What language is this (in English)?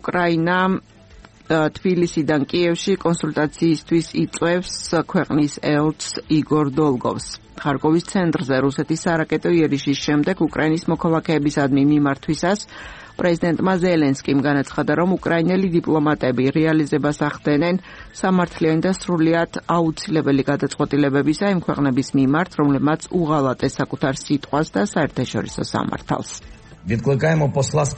Georgian